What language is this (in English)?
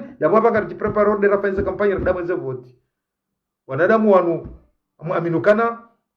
Ngazidja Comorian